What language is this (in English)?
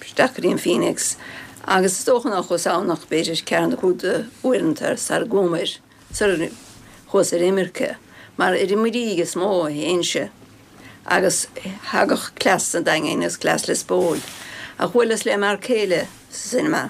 Irish